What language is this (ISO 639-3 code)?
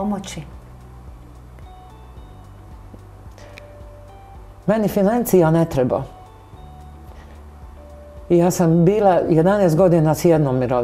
hrv